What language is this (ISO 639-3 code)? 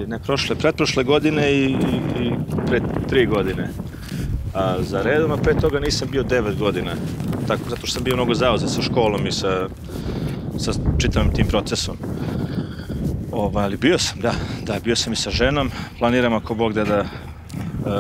srp